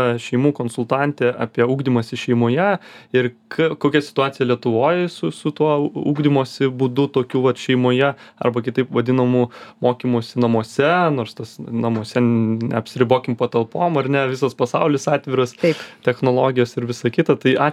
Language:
Lithuanian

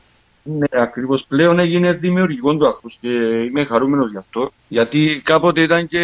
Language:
Greek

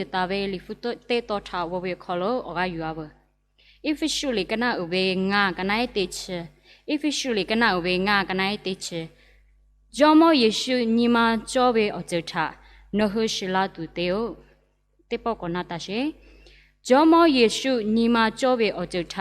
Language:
Lahu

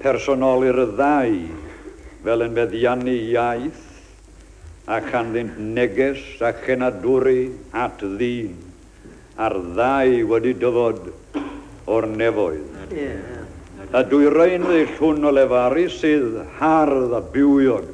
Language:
Welsh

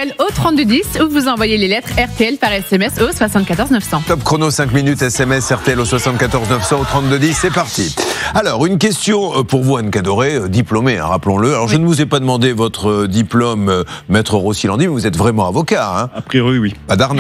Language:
French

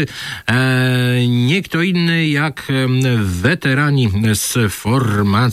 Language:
Polish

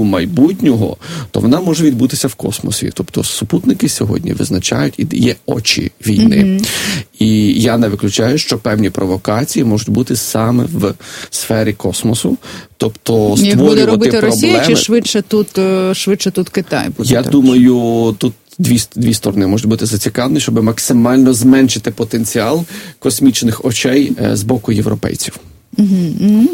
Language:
Ukrainian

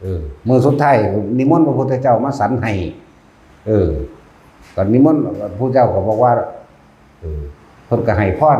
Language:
Northeastern Thai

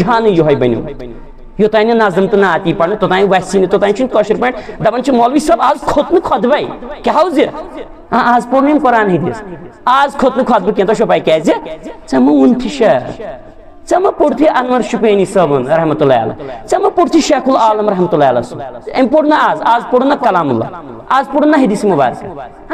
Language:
Kashmiri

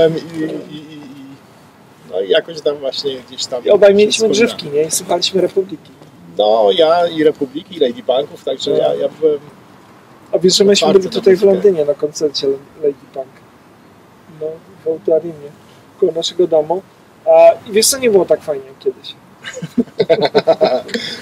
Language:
Polish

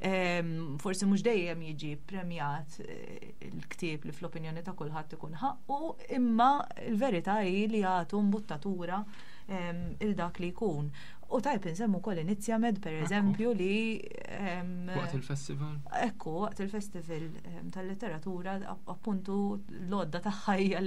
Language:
Maltese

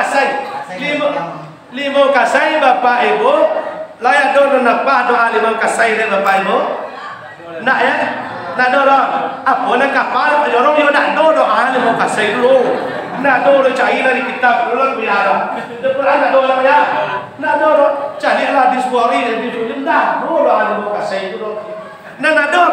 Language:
Minangkabau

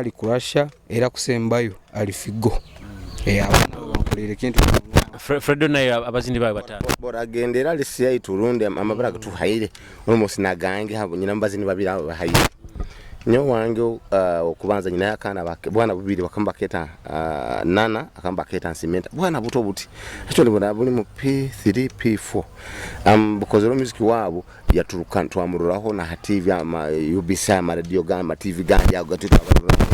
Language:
Nyoro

